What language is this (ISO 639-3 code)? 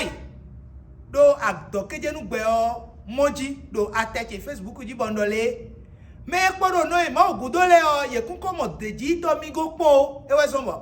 fon